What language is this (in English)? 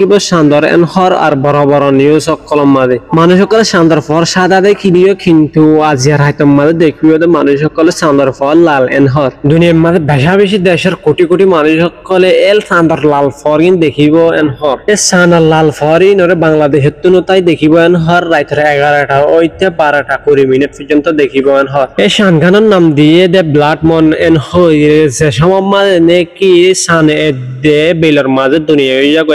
Rohingya